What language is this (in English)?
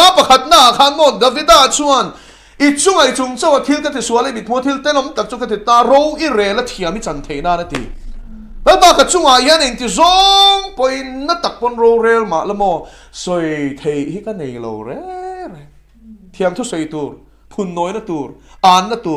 Mizo